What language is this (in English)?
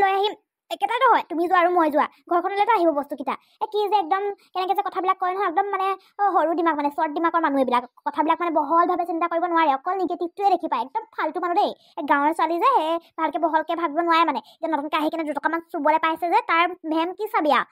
Assamese